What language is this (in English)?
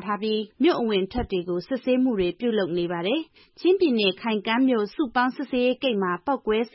Burmese